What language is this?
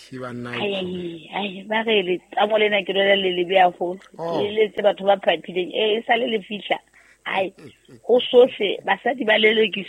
Southern Sotho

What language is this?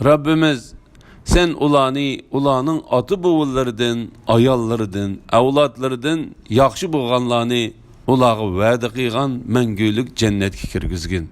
Uyghur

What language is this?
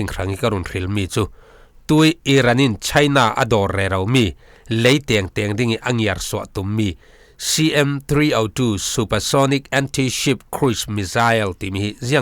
Falam Chin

